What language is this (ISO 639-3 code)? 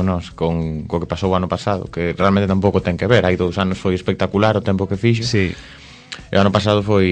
glg